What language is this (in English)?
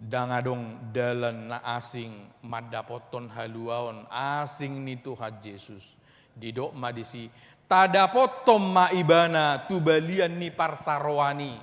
Batak Toba